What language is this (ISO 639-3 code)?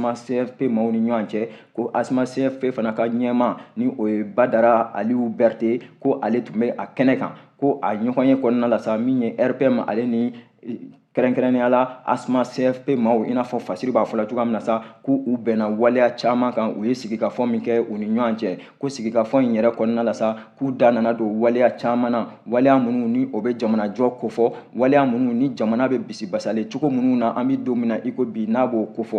bam